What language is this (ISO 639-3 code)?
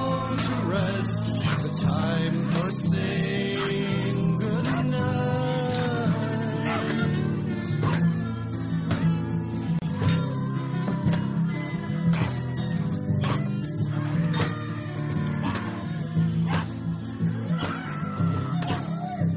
eng